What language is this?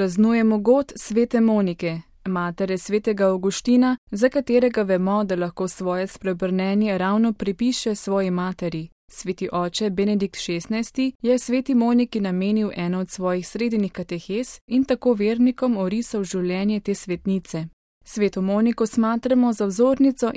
Slovenian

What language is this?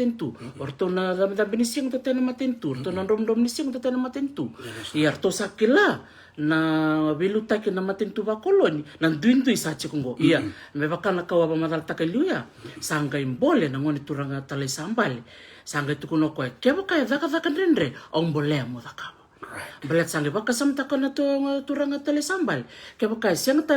Fijian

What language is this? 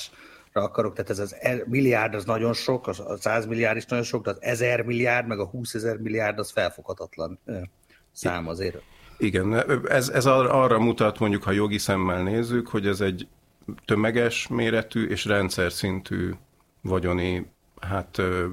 Hungarian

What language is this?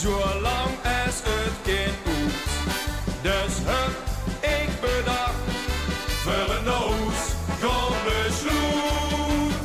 Limburgish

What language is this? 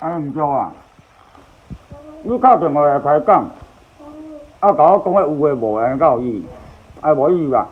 Min Nan Chinese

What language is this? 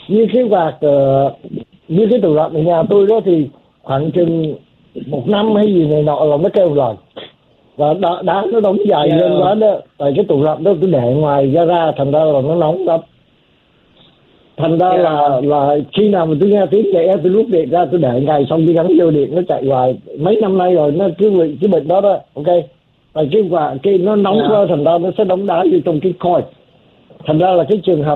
Vietnamese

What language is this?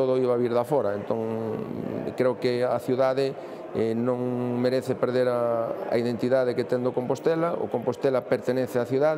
Galician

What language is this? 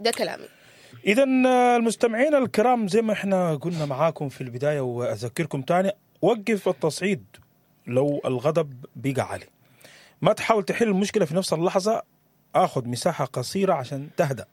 Sudanese Arabic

